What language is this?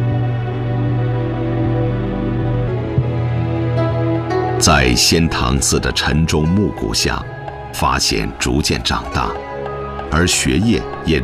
Chinese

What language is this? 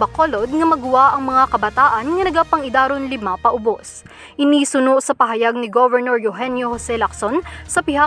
Hiligaynon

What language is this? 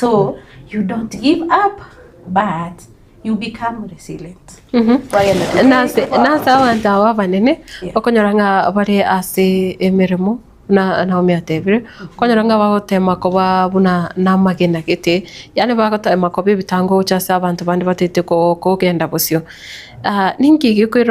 Gusii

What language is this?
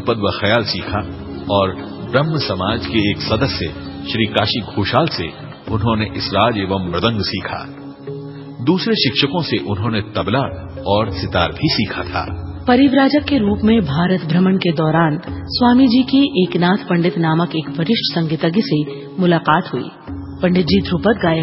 Hindi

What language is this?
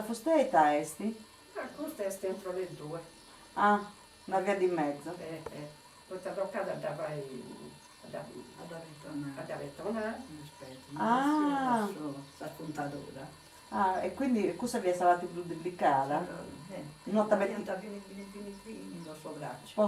Sardinian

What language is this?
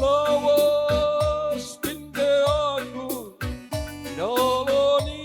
Batak Karo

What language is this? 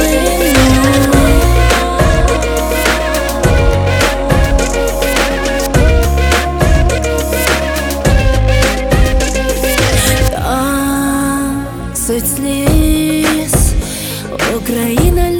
Ukrainian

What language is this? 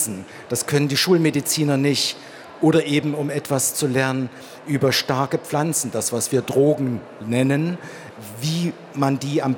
German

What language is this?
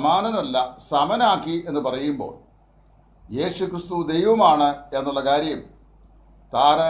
Malayalam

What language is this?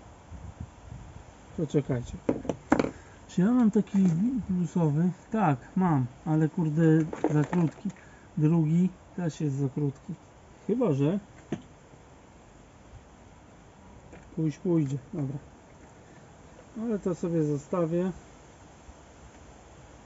Polish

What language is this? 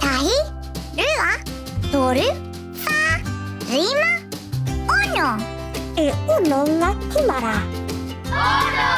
Māori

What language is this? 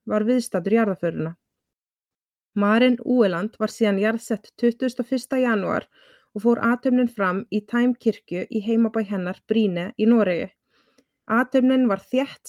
Icelandic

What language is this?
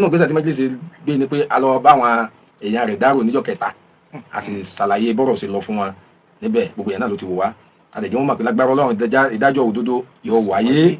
Yoruba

